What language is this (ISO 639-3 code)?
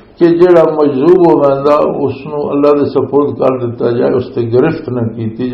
lah